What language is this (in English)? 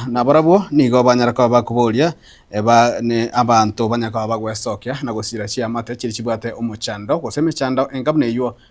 Gusii